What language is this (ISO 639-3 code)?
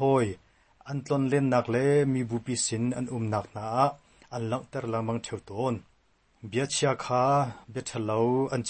cnh